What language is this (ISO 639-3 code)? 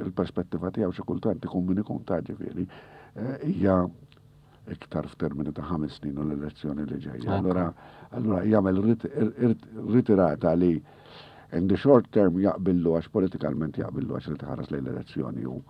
mlt